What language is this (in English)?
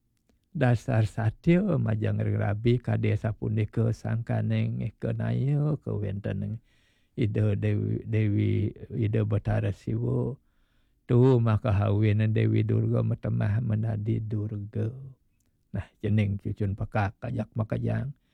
Balinese